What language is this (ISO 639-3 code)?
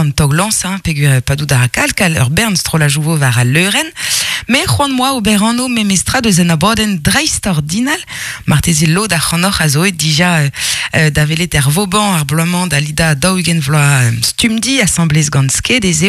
bre